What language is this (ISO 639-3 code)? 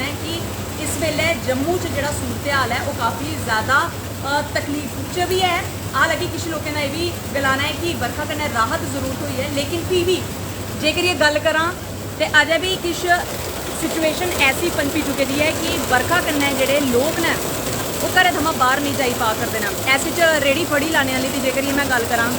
doi